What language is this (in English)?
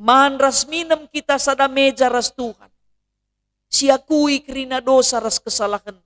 Batak Karo